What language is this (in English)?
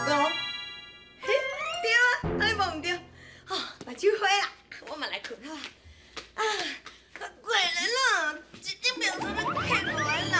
Min Nan Chinese